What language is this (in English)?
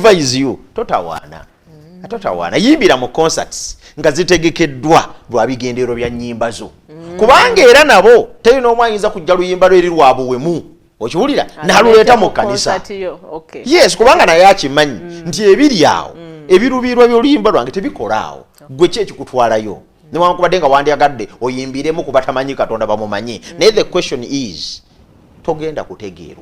Ganda